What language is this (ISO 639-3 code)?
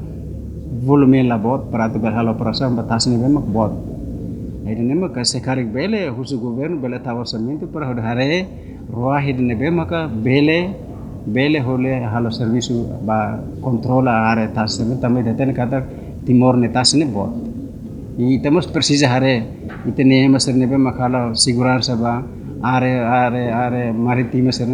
tet